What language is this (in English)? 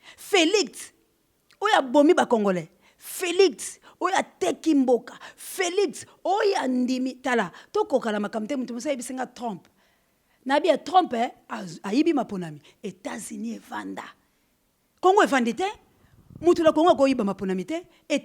Lingala